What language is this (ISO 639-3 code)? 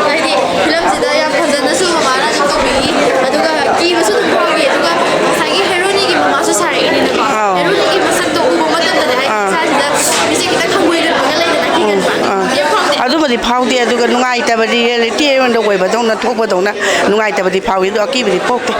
mni